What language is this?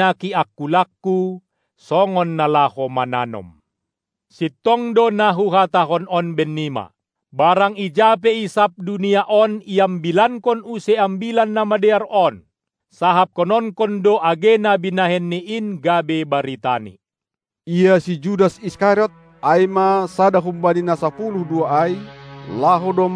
Batak Simalungun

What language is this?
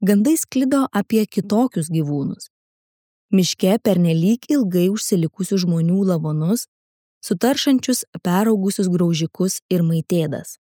Lithuanian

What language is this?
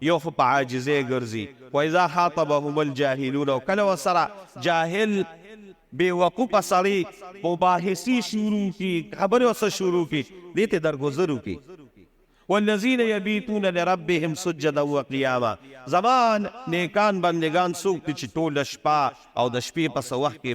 Pashto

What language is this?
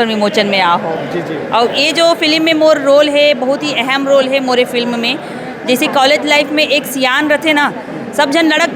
Chhattisgarhi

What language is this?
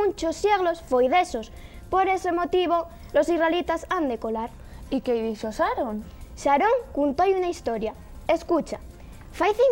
Asturian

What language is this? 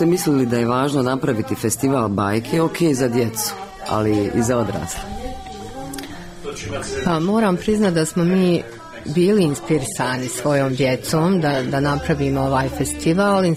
Bosnian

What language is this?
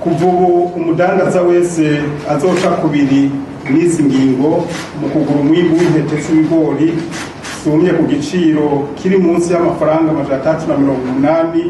Rundi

